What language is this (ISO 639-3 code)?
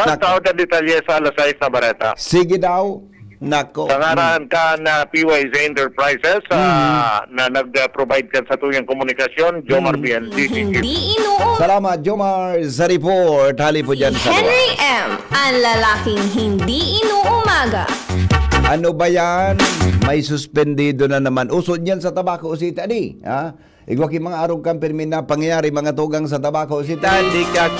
bik